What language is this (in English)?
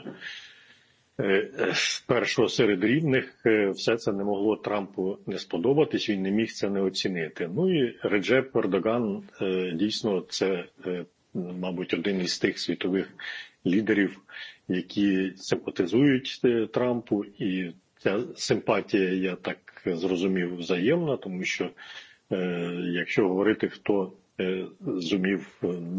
Ukrainian